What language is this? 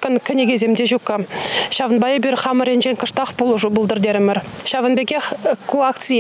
Chuvash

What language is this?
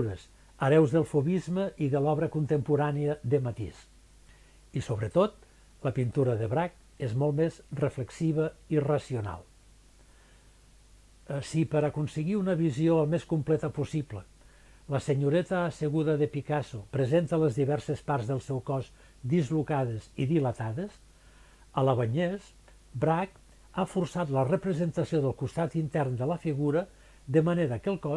Catalan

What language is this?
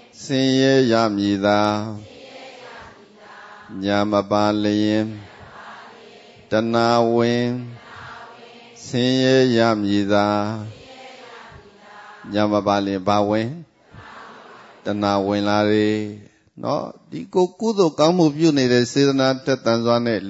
Burmese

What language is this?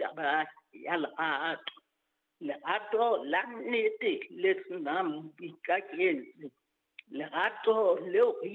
Southern Sotho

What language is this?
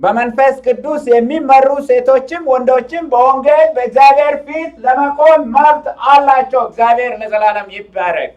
Amharic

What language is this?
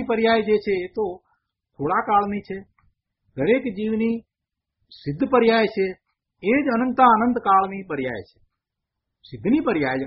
Gujarati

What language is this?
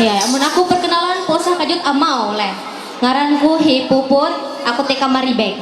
Ma'anyan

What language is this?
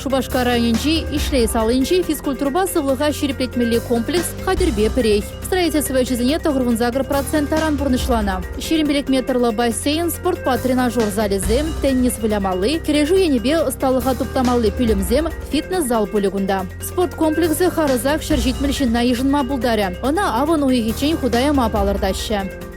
Chuvash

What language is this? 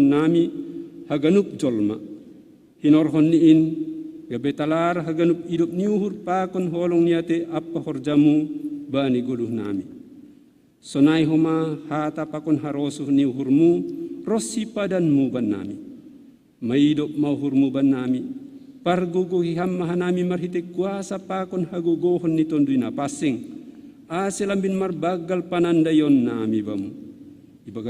Batak Simalungun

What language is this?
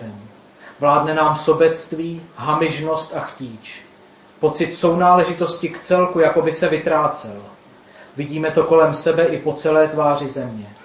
Czech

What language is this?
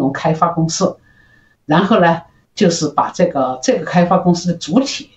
Chinese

